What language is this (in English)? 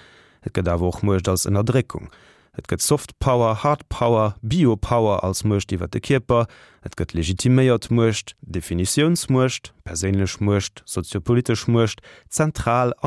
Luxembourgish